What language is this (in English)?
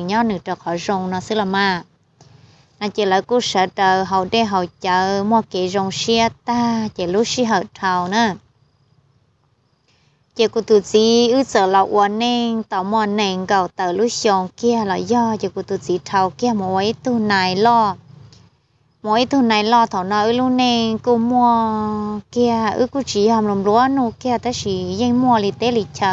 Vietnamese